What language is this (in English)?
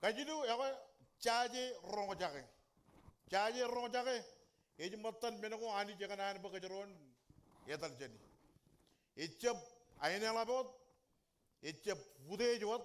Marshallese